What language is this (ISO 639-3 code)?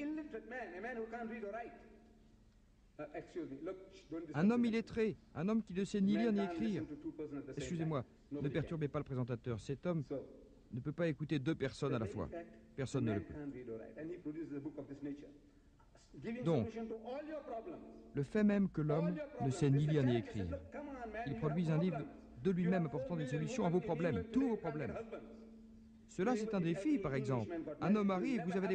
fra